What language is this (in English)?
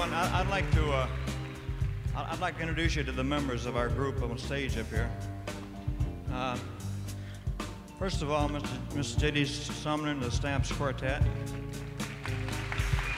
English